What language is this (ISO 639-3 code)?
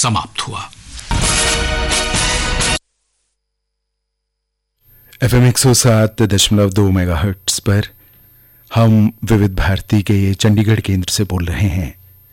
hin